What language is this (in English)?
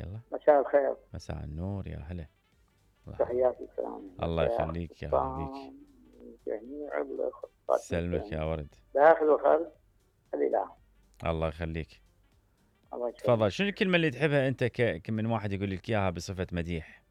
Mesopotamian Arabic